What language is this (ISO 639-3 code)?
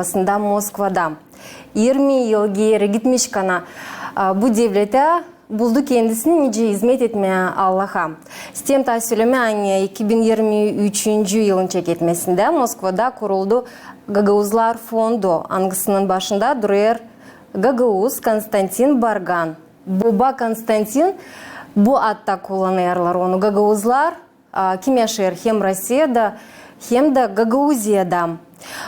gag